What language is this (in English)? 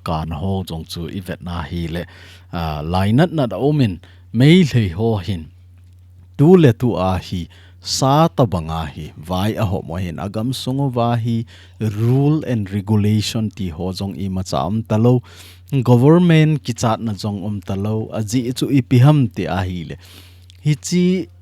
Thado Chin